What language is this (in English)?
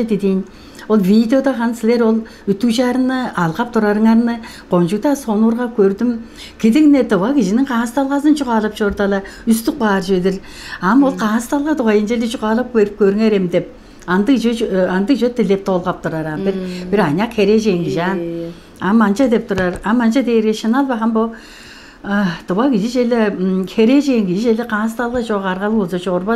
Tuvinian